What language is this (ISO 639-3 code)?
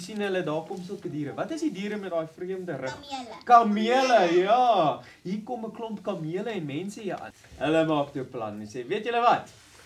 afr